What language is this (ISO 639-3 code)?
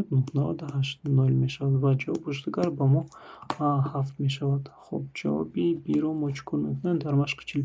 tgk